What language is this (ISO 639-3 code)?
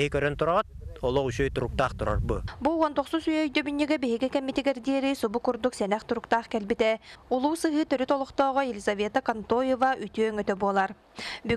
sah